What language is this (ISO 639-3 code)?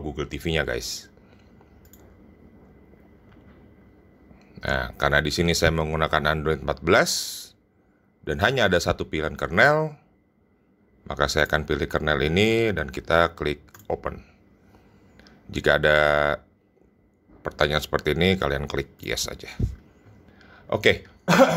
ind